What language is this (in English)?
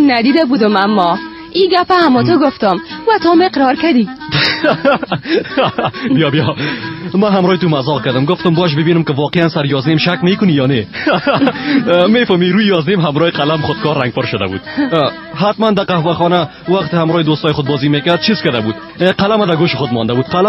Persian